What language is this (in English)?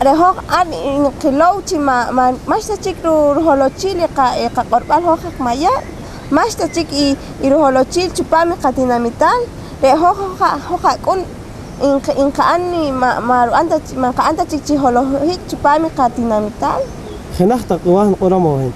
Poqomchi'